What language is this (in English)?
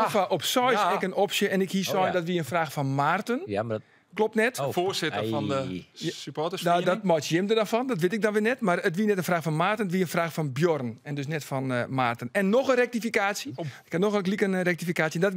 Western Frisian